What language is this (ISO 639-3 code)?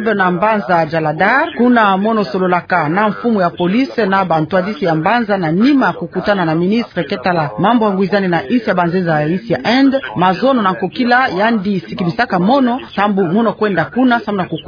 ktu